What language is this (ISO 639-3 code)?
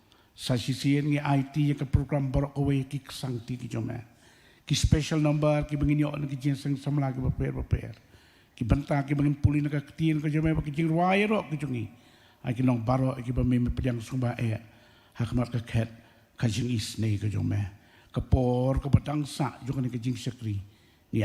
kha